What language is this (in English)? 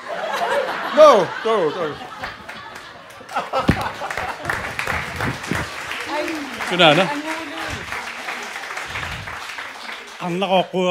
Kalaallisut